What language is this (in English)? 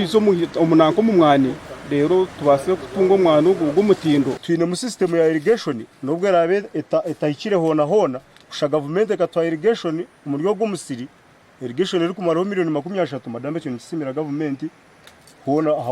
Nyankole